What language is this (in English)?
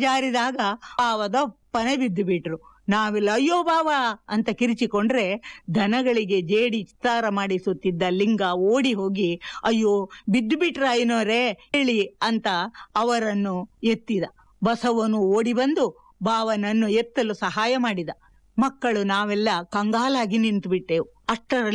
Kannada